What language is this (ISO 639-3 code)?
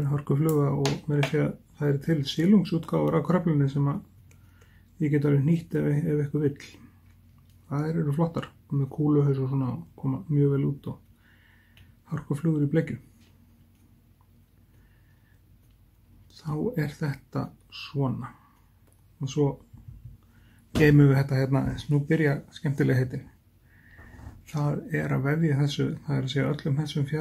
isl